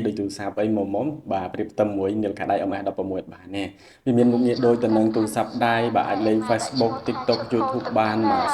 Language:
Khmer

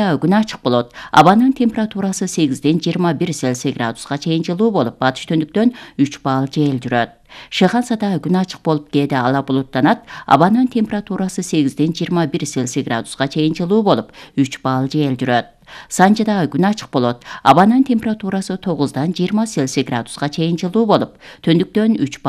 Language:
Kyrgyz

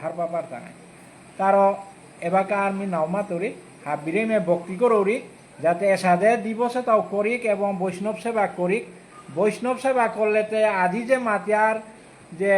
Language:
Bishnupriya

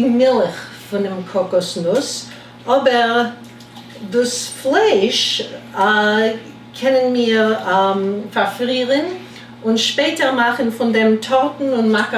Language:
Yiddish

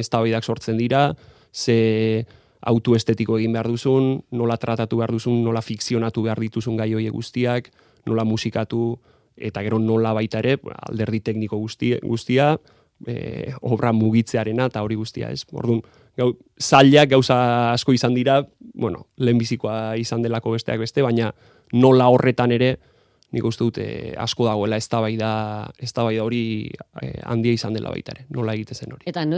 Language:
Basque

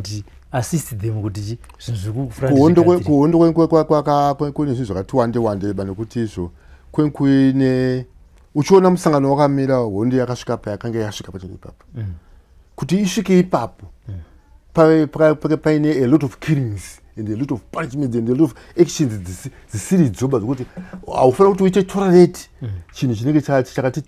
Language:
Shona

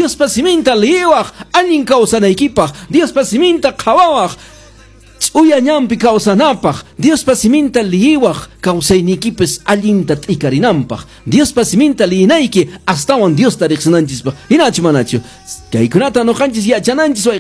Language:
Quechua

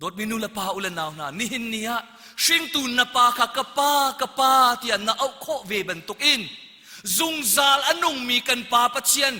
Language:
Hakha Chin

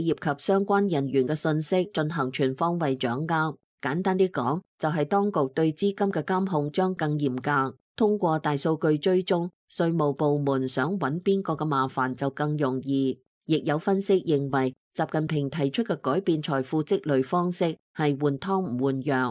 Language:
Cantonese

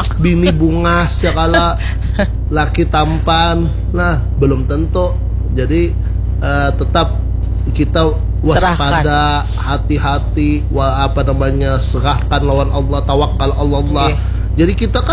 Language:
Banjar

